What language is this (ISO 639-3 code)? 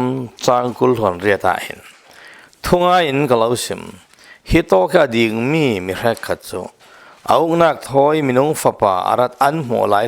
cfm